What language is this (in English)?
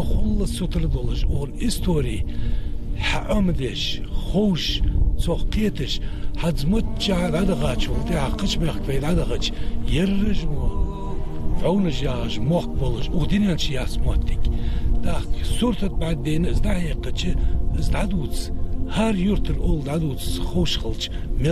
Ingush